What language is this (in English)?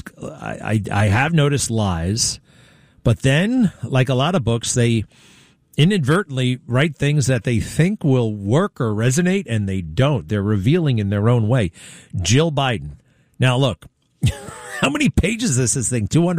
English